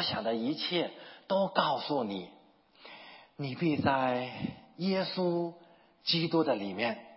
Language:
Chinese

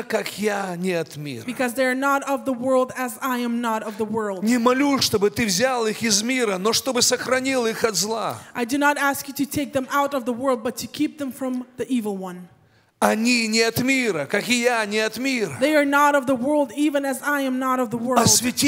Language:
Russian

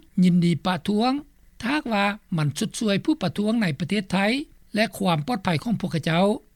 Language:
Lao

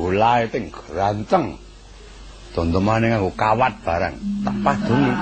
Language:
Javanese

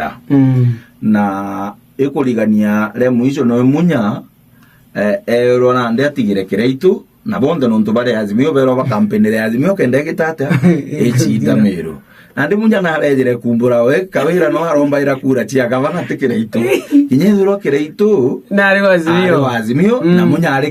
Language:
Meru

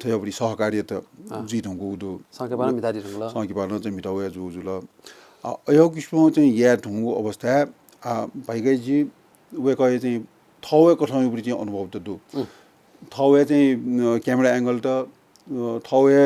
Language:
Newari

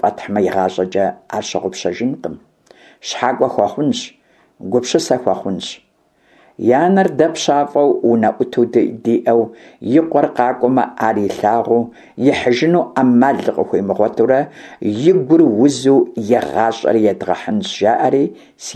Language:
Kabardian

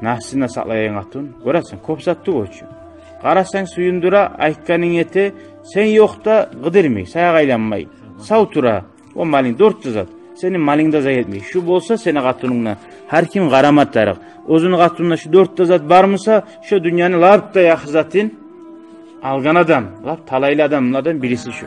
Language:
Kumyk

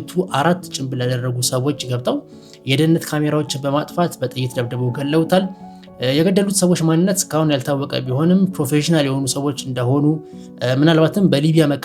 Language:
Amharic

